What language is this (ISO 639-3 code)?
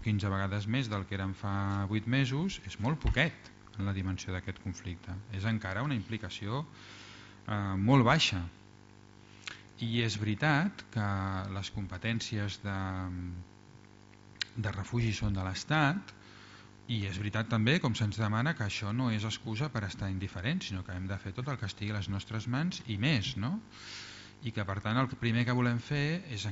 cat